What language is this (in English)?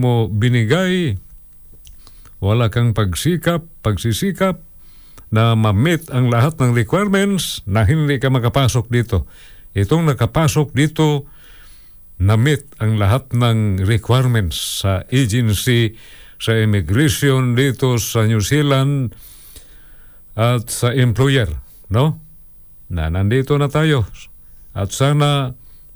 Filipino